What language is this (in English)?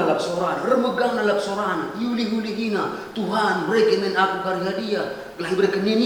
Batak Karo